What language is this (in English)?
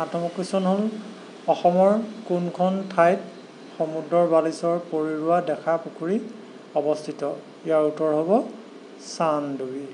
Assamese